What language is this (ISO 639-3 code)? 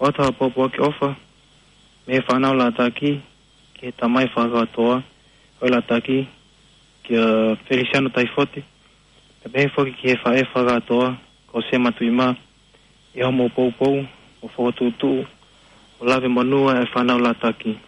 ton